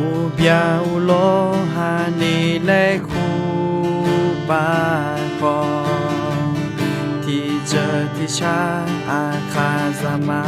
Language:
Akha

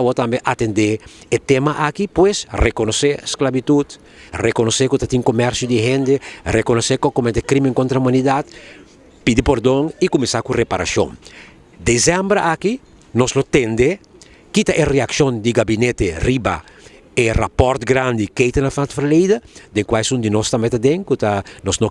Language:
Papiamento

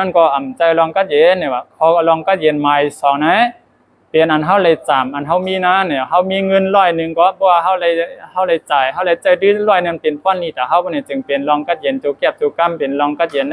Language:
Shan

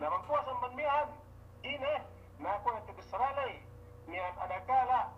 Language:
Yakan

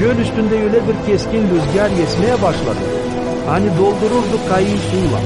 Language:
Gagauz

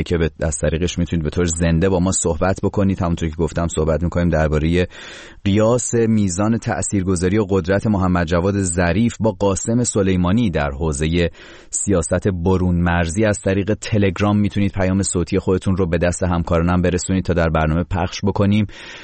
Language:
Persian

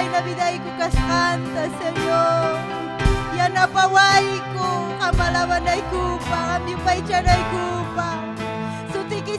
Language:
Ayacucho Quechua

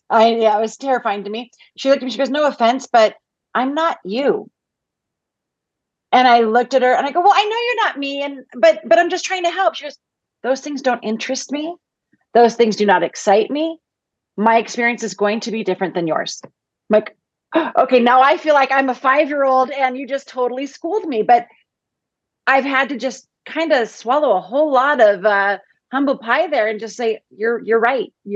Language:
English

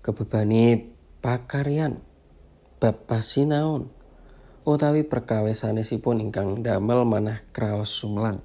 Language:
Javanese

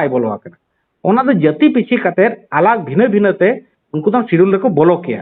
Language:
Santali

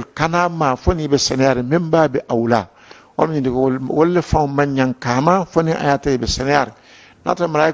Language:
Mandingo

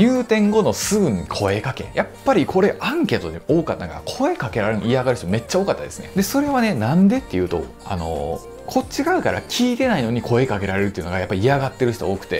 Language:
Japanese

